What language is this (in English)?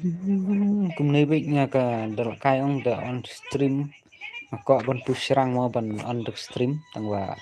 Khasi